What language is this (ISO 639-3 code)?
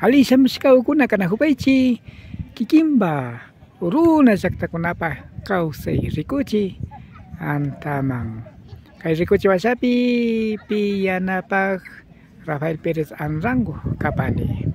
qvi